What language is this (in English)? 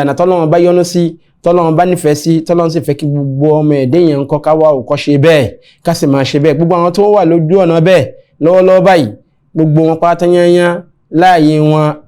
Yoruba